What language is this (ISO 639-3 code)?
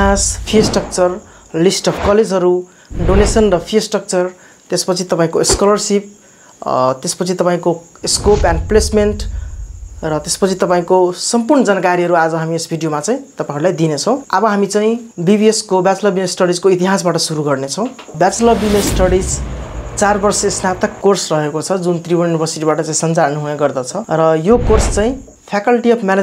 nep